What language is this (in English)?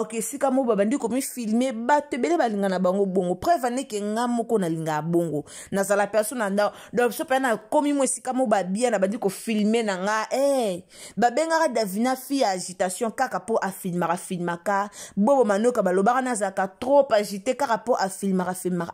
Lingala